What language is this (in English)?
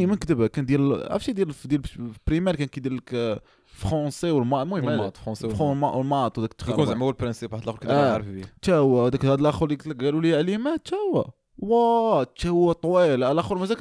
Moroccan Arabic